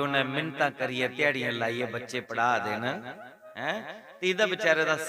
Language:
Dogri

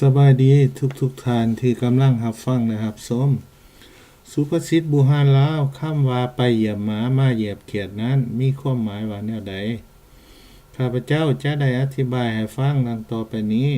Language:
Lao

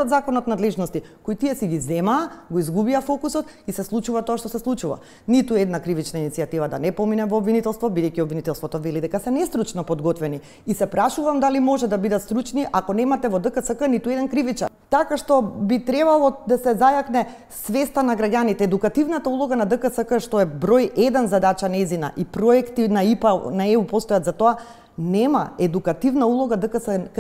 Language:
Macedonian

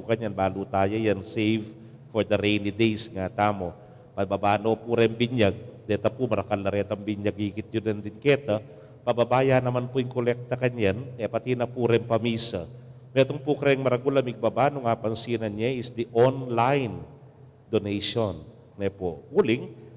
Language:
Pampanga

